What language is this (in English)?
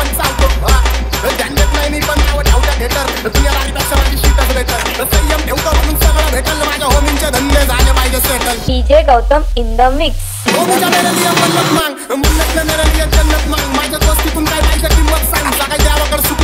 Marathi